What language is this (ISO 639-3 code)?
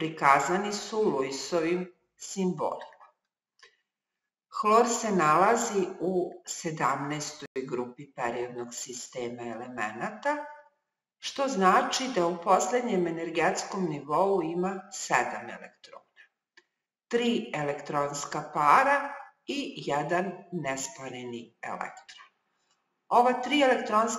srp